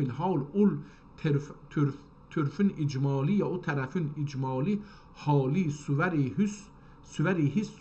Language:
South Azerbaijani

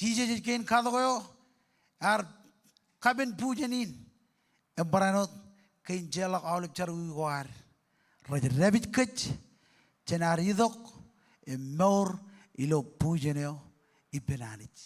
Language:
Marshallese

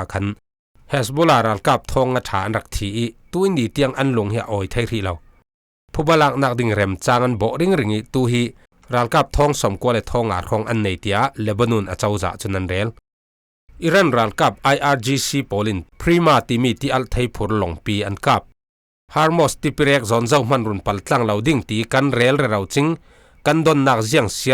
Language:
Falam Chin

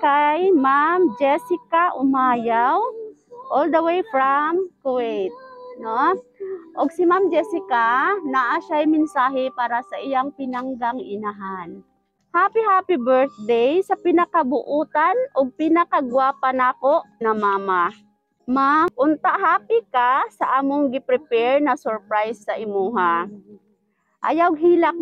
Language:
Cebuano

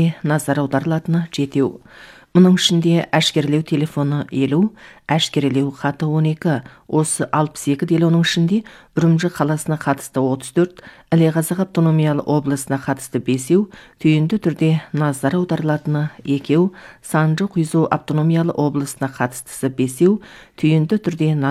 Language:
Kazakh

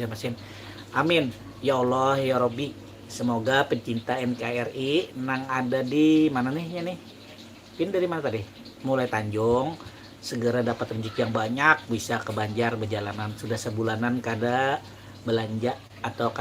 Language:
Banjar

